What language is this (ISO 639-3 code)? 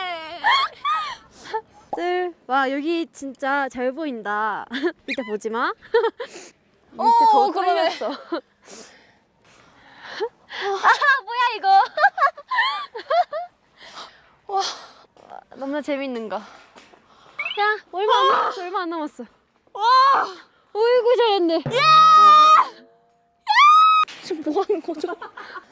kor